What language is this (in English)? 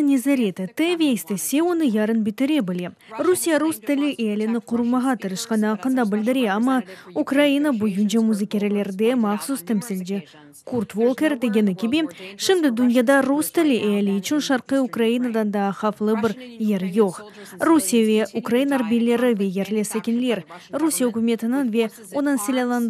Crimean Tatar